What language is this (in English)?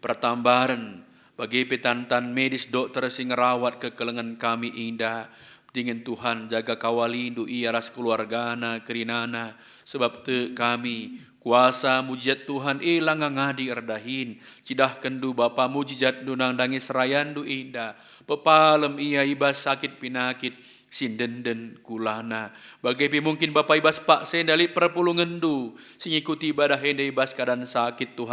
Batak Karo